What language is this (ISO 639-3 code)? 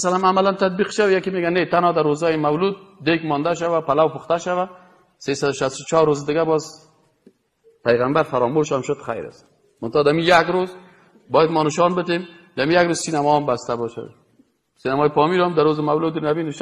fas